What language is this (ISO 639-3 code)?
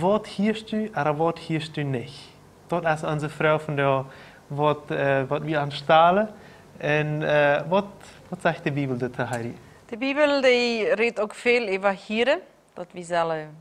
pdt